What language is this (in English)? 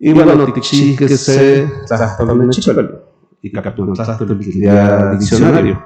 Central Nahuatl